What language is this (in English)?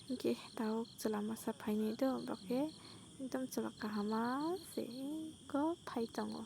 Kok Borok